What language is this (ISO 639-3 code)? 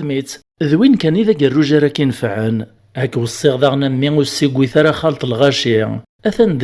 kab